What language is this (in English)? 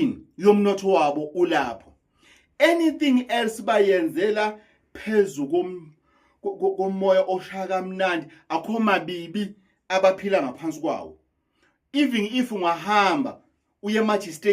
Zulu